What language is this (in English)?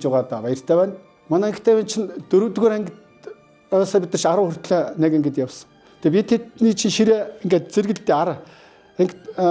Mongolian